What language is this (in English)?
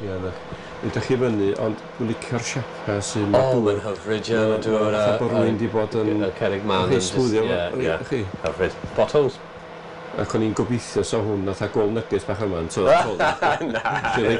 Welsh